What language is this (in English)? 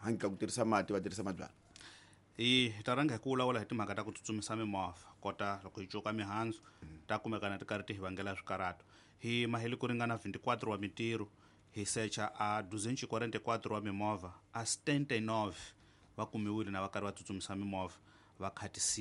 Tsonga